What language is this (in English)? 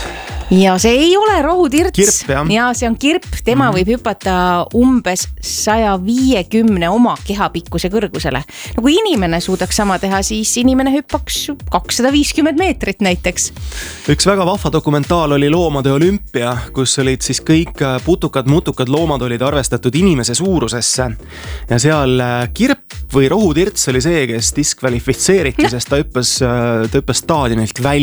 Estonian